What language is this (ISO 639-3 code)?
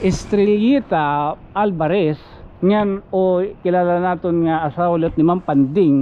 war